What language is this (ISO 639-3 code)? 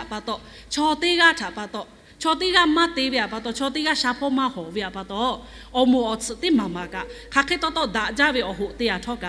lhu